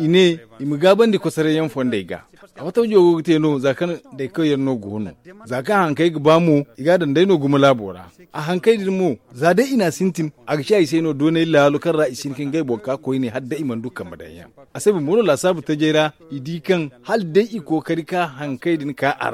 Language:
Zarma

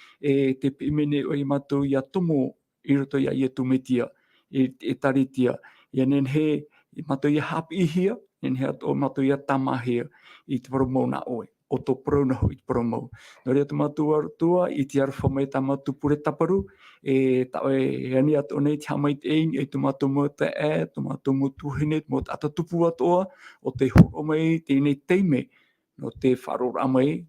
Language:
Tahitian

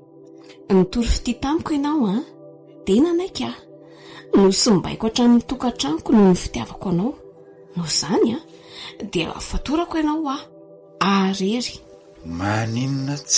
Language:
Malagasy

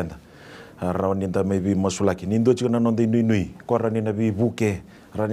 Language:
Fijian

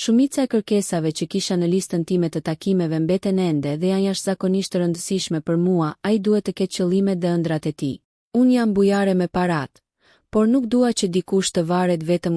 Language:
Albanian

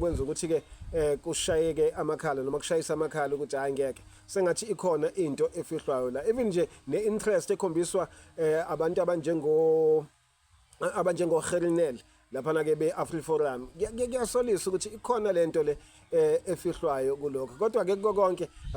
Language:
Zulu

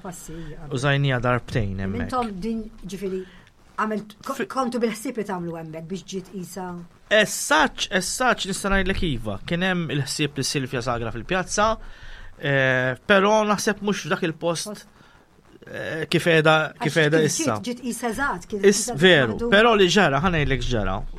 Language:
Maltese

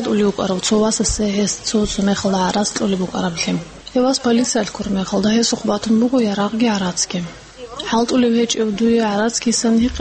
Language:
Avaric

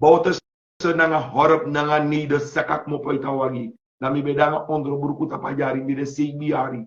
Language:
Sranan Tongo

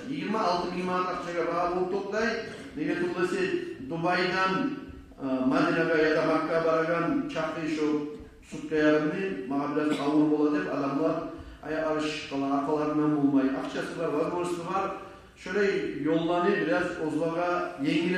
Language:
Kumyk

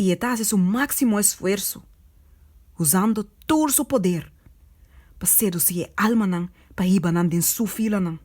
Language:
Papiamento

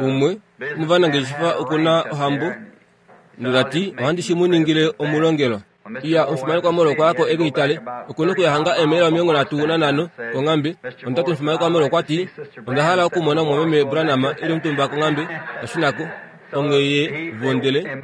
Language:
Kuanyama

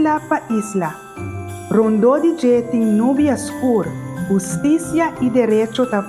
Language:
Papiamento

